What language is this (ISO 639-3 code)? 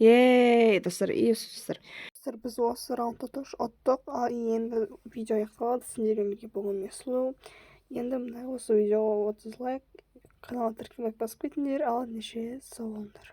kaz